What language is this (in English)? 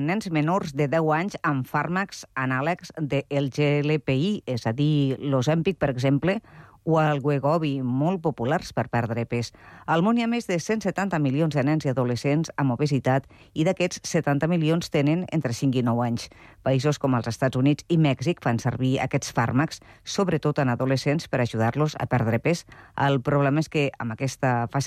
Catalan